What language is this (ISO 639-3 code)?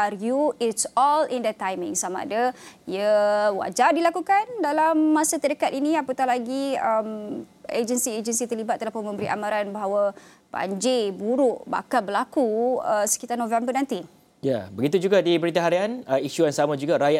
msa